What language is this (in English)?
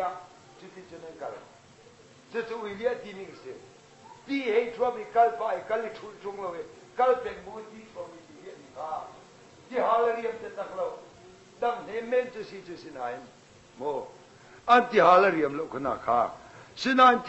Hakha Chin